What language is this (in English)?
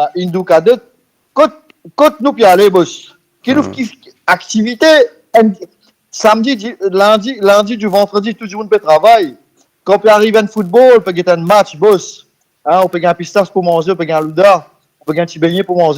Morisyen